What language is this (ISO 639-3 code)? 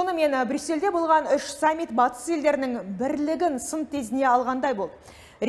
kaz